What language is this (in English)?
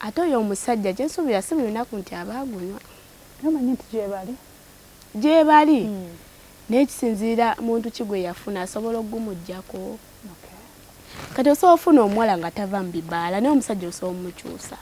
Ganda